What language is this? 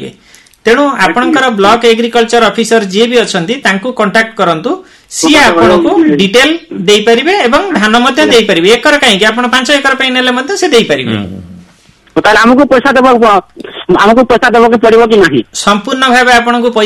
Odia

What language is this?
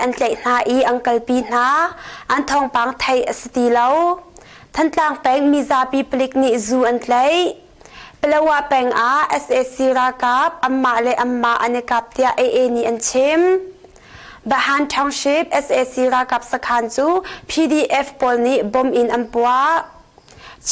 Hakha Chin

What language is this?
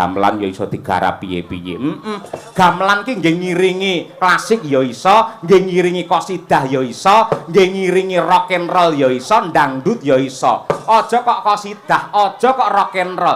Javanese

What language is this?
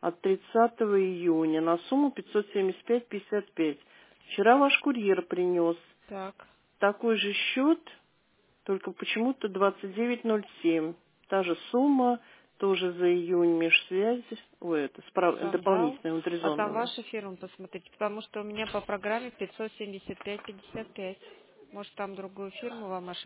Russian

